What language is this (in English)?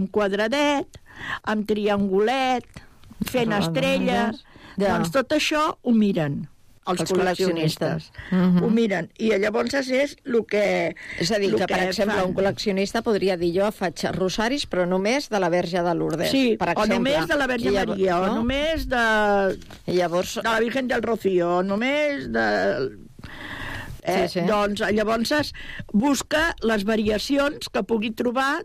Catalan